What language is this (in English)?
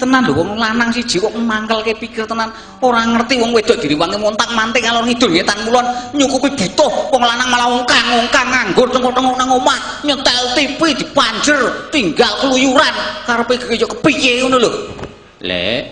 Javanese